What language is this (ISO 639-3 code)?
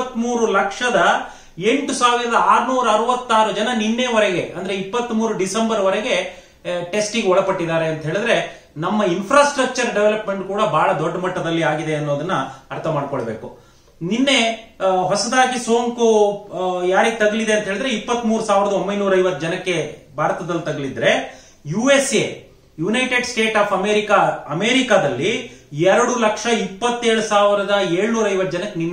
kan